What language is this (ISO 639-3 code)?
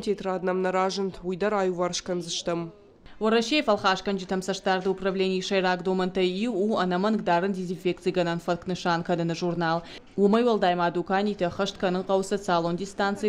oss